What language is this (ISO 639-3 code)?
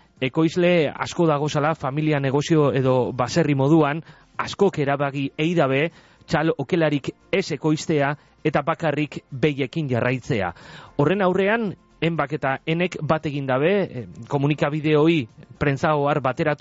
eus